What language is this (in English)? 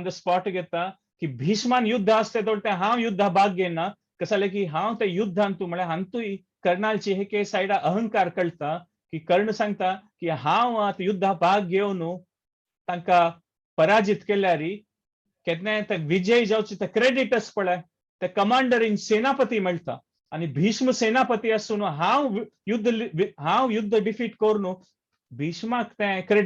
Konkani